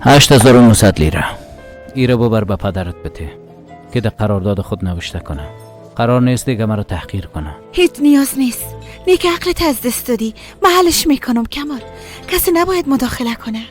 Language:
Persian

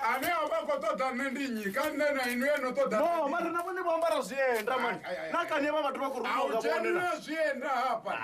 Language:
Venda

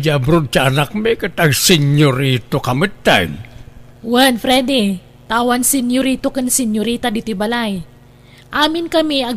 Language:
Iloko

